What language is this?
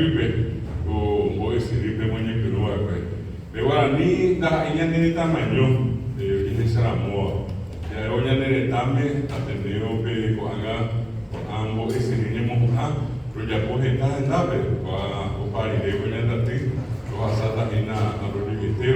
Guarani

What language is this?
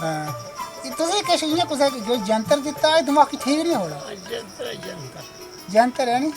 Dogri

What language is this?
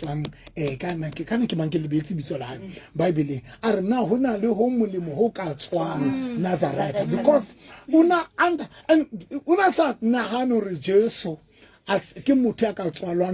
Southern Sotho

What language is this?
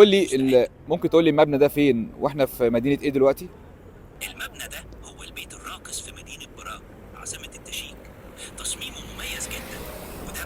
Egyptian Arabic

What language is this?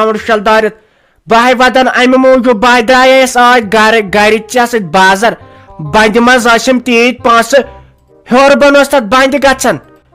Kashmiri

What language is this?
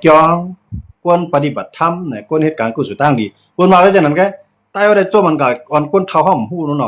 Shan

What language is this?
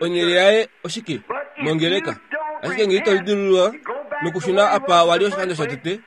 Kuanyama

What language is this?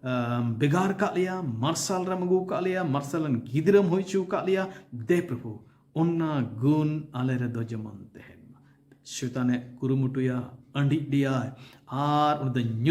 Santali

